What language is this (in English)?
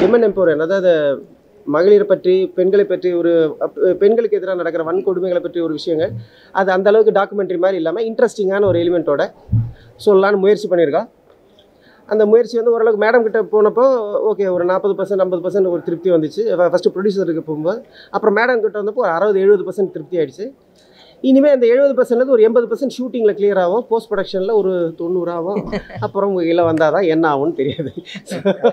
Tamil